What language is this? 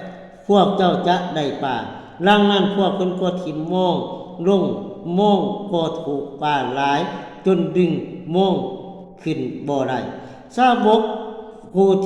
Lao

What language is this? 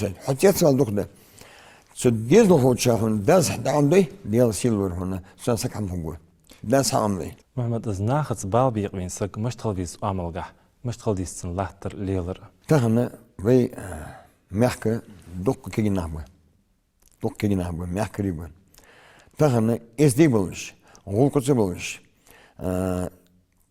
Ingush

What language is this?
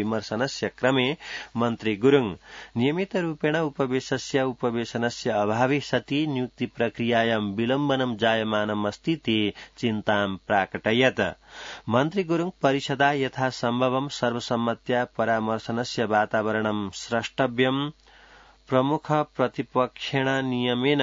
Sanskrit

